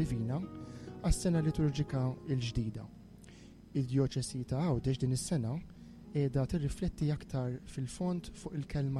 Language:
Maltese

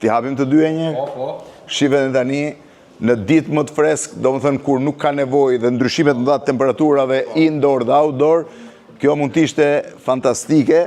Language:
Albanian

